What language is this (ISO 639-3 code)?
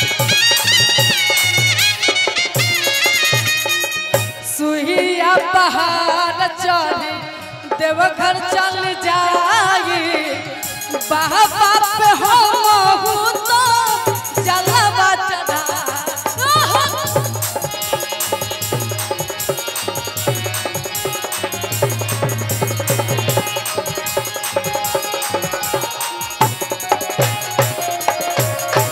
bho